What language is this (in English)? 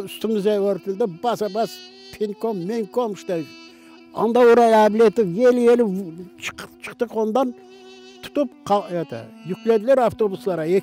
Crimean Tatar